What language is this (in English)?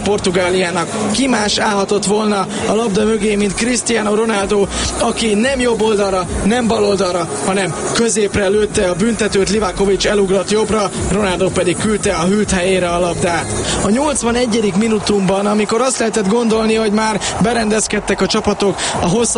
Hungarian